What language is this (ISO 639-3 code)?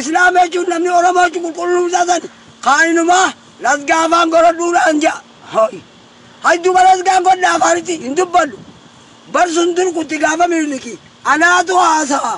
orm